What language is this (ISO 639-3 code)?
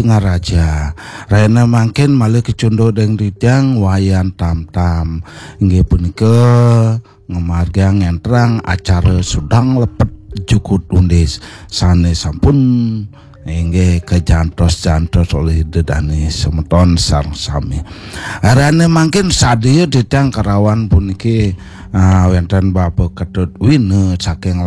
ban